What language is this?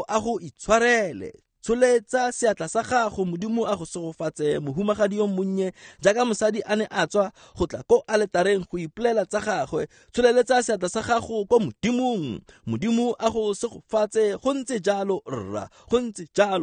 Tswana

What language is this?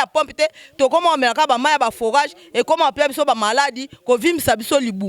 Lingala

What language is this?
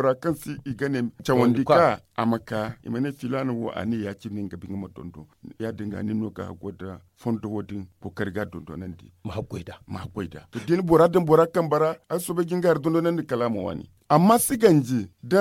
Zarma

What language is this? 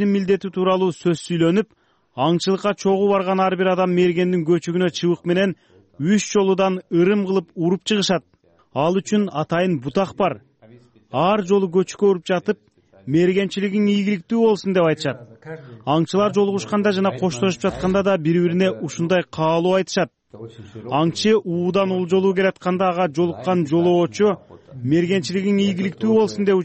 Kyrgyz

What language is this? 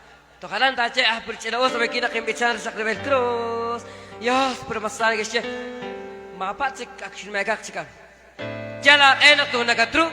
Kekchí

